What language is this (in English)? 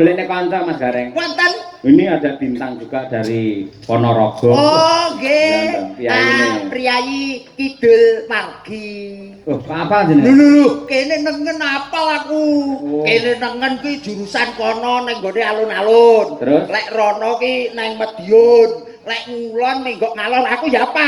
Javanese